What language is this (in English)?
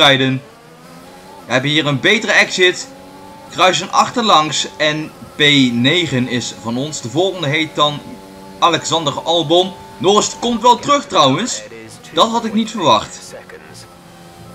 Dutch